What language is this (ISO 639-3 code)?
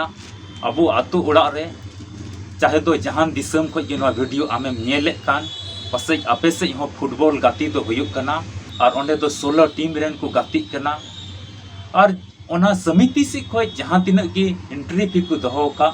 sat